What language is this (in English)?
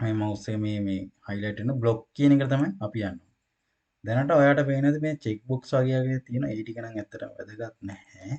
Sinhala